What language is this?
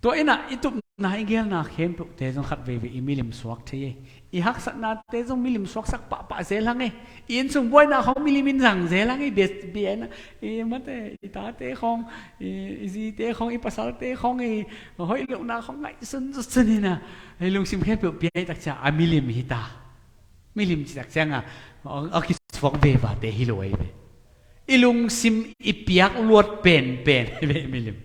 Tedim Chin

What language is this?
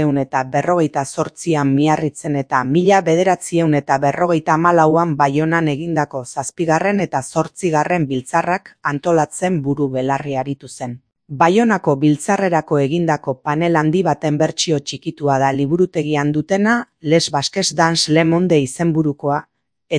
Basque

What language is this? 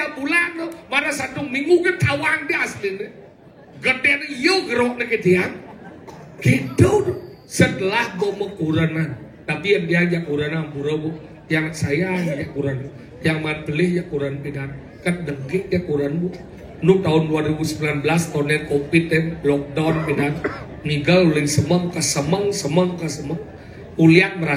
Balinese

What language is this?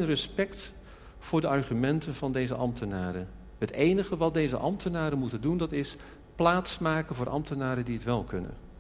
Dutch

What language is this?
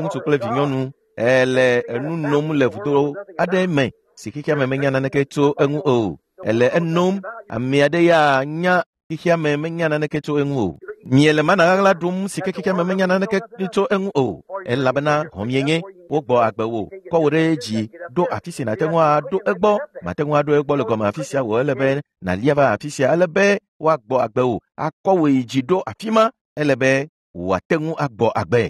Ewe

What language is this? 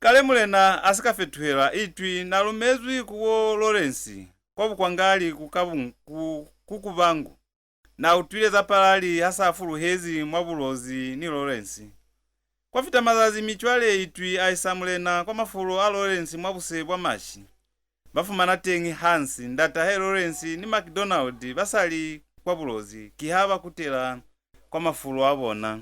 Lozi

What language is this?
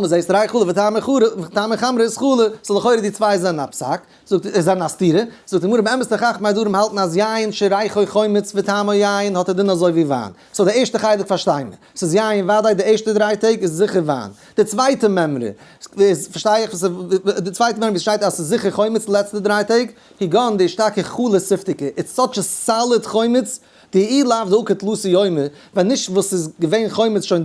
Yiddish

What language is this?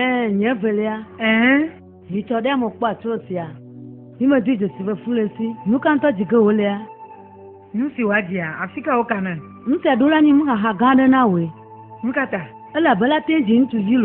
Ewe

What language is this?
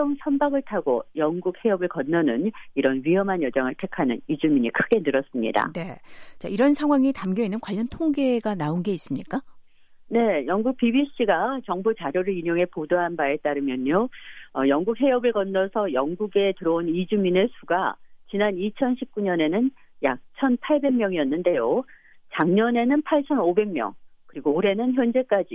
Korean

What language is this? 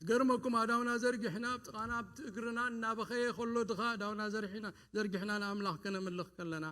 Tigrinya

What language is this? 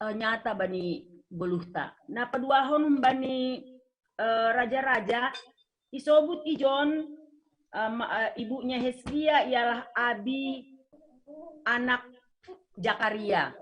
Batak Simalungun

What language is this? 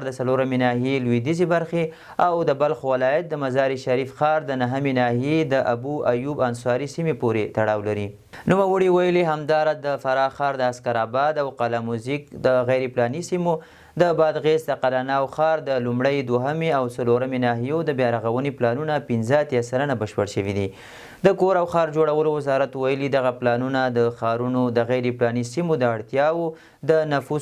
Pashto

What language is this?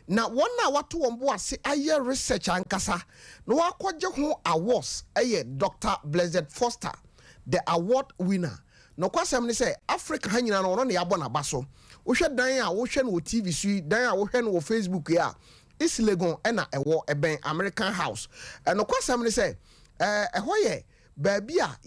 Akan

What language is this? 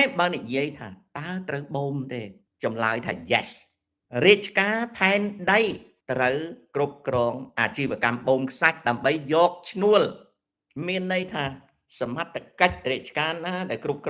Khmer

